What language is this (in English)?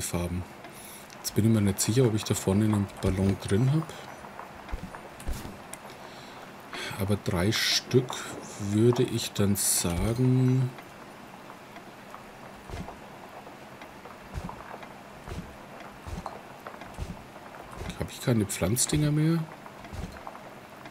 German